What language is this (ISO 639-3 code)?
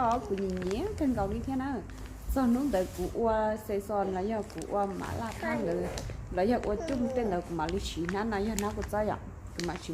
hmn